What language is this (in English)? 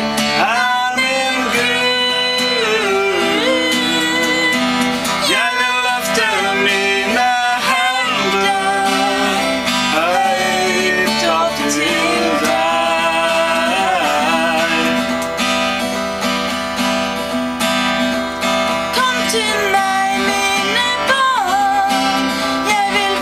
Norwegian